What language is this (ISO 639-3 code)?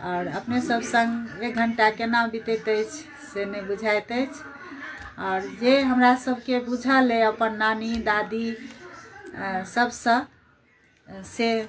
mai